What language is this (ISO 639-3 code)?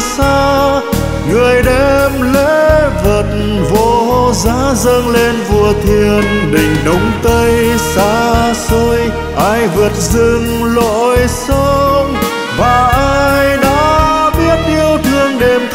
vie